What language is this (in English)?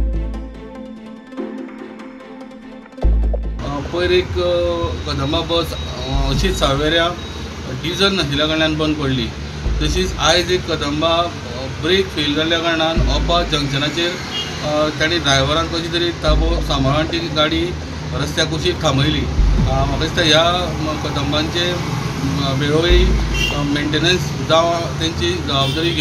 Konkani